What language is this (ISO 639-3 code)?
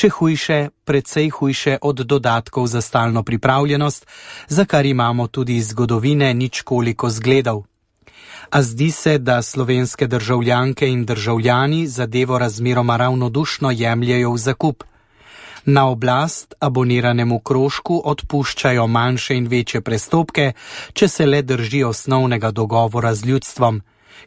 slv